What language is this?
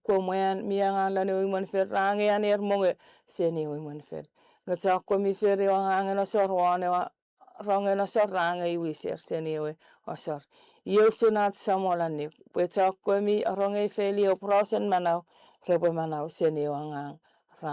Chuukese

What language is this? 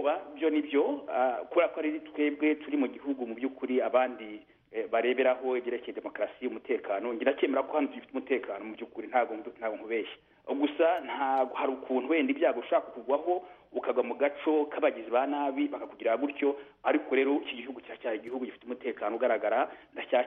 Kinyarwanda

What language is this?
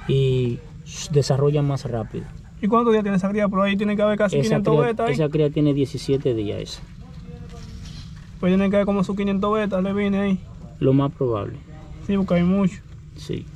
Spanish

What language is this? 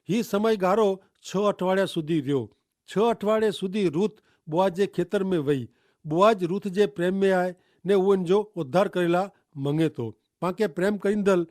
Kachhi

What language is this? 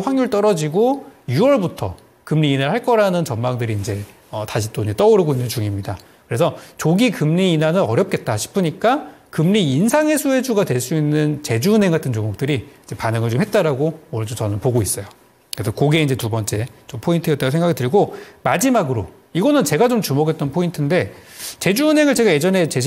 Korean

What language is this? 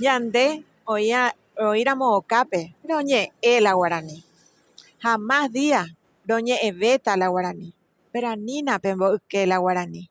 Guarani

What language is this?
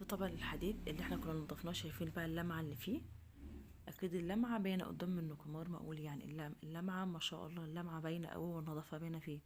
Egyptian Arabic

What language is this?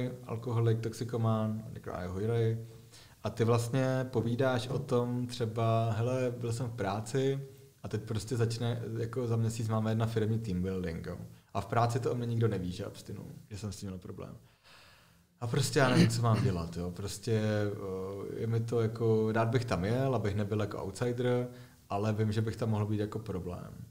Czech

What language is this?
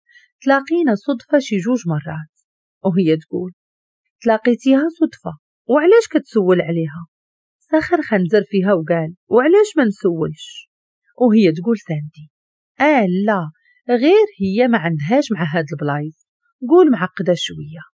Moroccan Arabic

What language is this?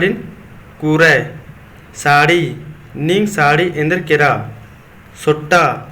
Kurukh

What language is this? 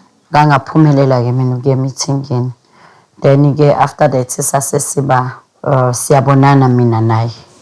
Zulu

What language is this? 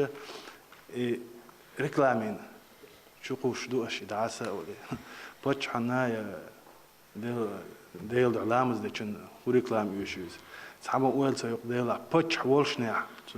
Chechen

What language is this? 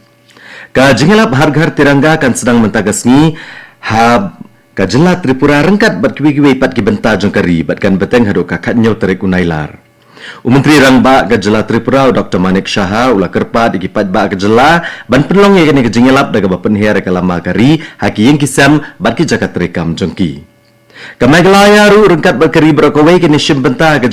Khasi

